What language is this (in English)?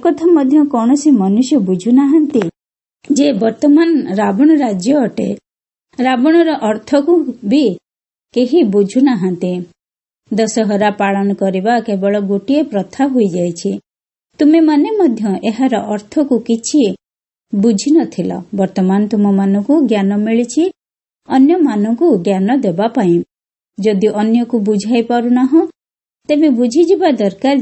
Odia